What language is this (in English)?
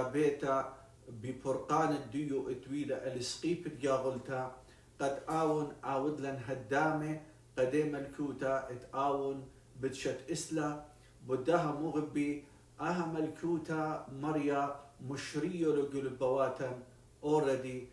Assyrian Neo-Aramaic